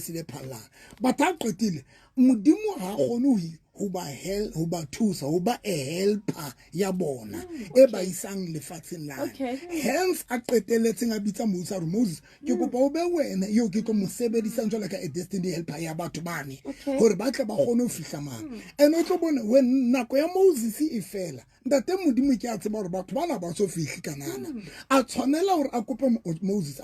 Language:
Southern Sotho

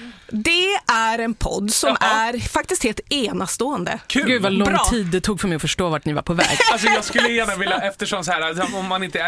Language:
Swedish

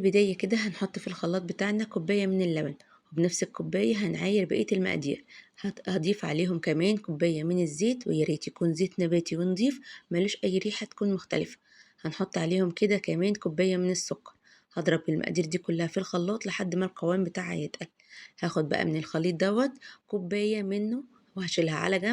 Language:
Egyptian Arabic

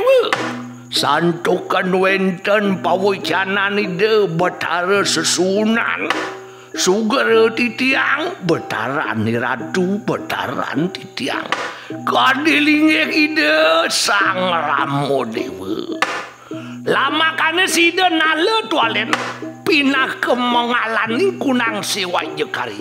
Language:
Balinese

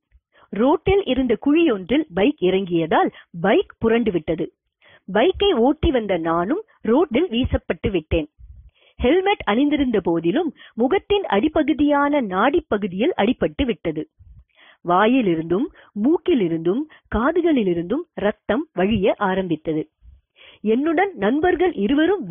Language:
Tamil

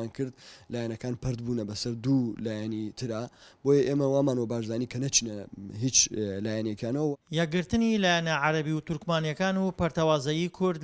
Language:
Central Kurdish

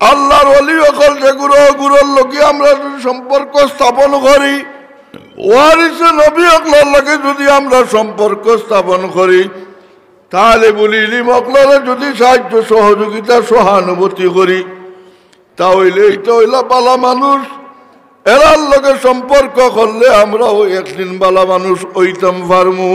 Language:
Sylheti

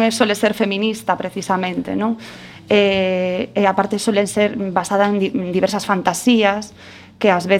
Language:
Galician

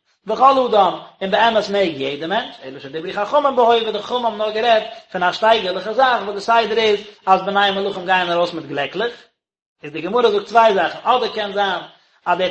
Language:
Yiddish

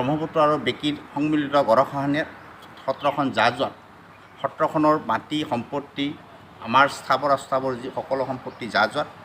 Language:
Assamese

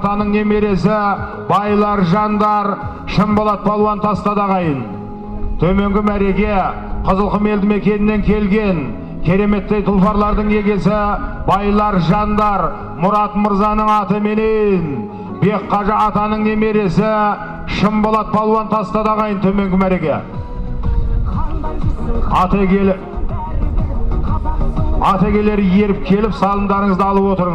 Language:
Kazakh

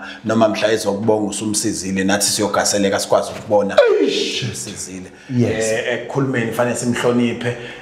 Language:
Zulu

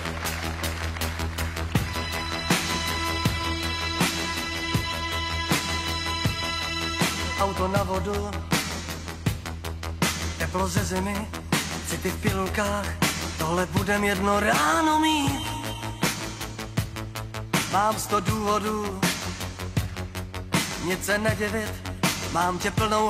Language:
Czech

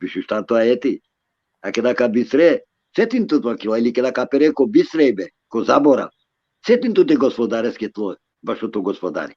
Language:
Balkan Romani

